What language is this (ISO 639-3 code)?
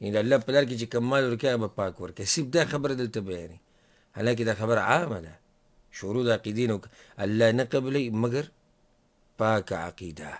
pus